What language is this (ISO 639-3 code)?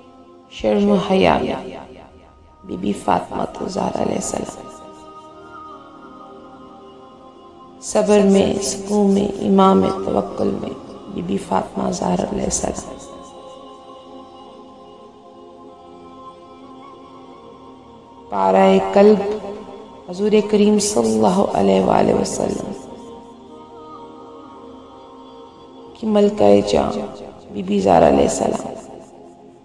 urd